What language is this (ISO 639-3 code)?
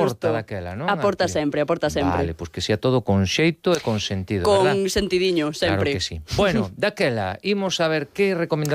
glg